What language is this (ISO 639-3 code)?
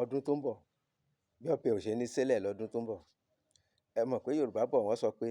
yor